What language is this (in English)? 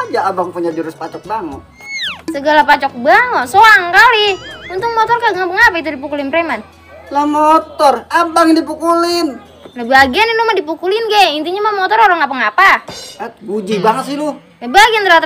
Betawi